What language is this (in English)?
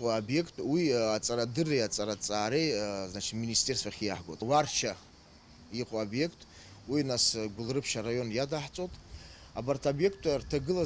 Abkhazian